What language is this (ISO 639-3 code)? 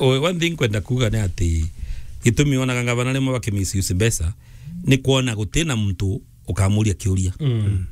mer